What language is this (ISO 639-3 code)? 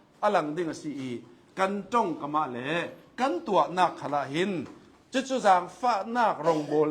cnh